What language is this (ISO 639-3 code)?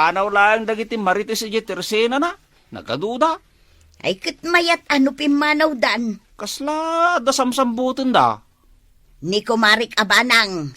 ilo